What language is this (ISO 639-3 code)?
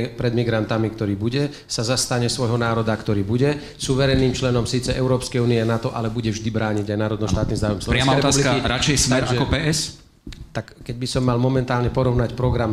slk